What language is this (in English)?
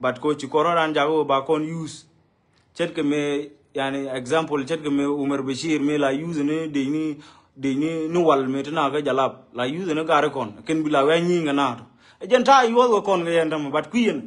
Nuer